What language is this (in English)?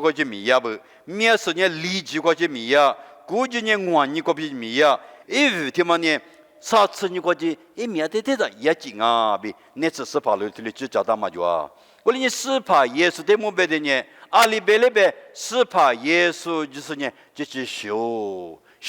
Lisu